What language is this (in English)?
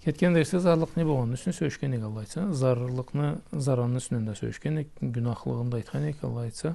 Karachay-Balkar